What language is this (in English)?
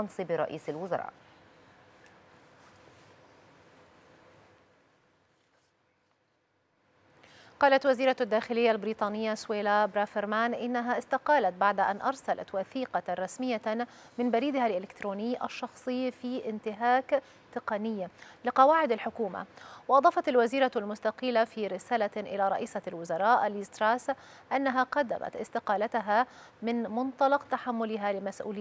Arabic